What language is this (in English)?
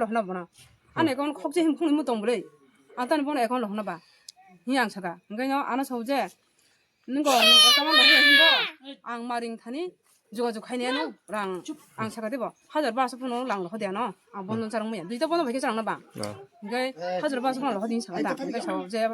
Kok Borok